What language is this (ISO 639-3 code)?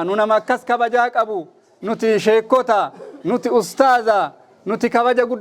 orm